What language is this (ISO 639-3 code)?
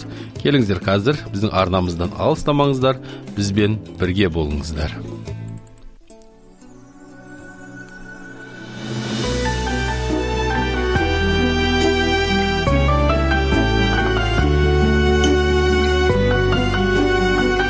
kaz